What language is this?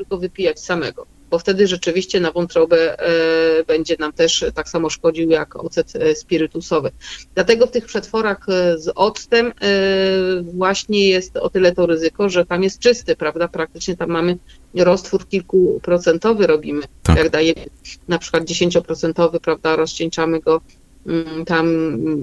Polish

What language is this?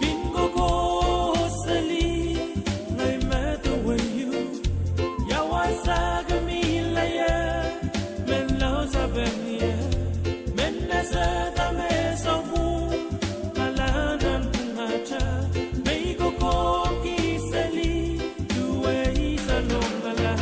Pohnpeian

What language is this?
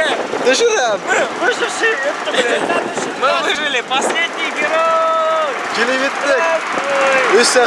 Bashkir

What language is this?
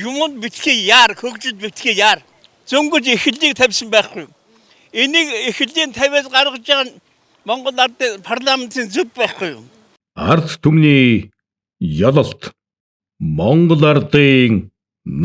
Mongolian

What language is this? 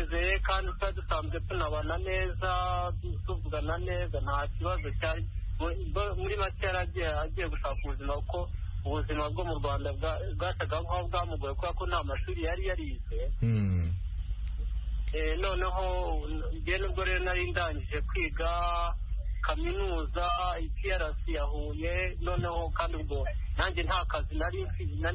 Kinyarwanda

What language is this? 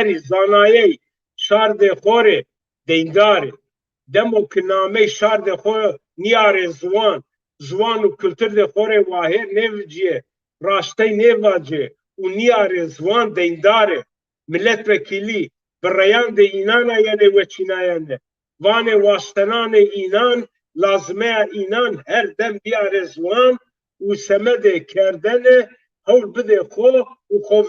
Zaza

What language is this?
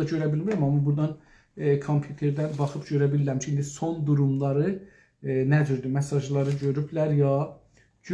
South Azerbaijani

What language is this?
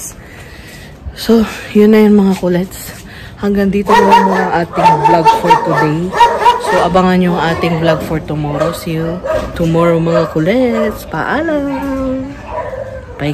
Filipino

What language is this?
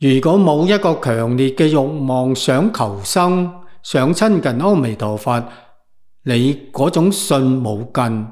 Cantonese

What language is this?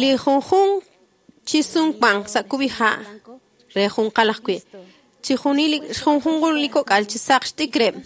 Kekchí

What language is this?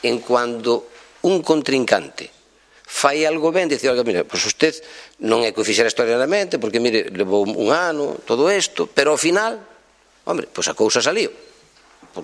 Galician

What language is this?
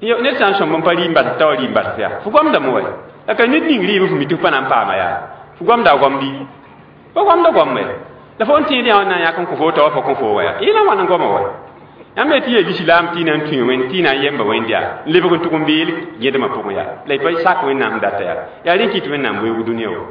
Mossi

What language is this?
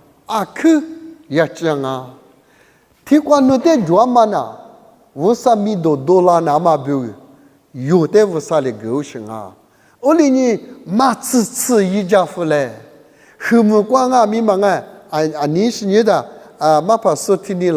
Lisu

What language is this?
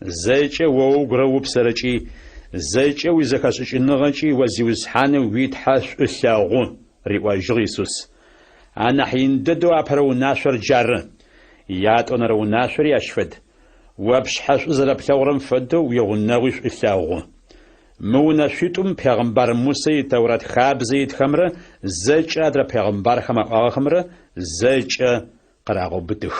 Adyghe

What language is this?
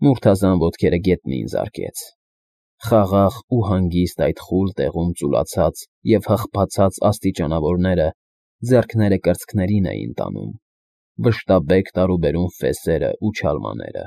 Armenian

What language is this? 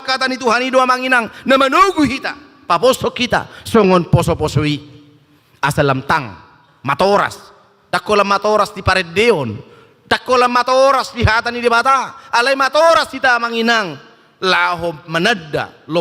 Batak Toba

